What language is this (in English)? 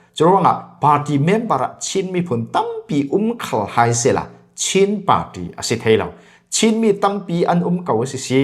Falam Chin